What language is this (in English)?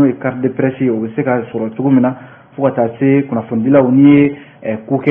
Bambara